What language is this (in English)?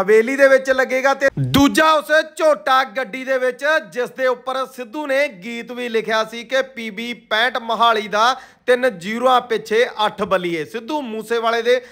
Punjabi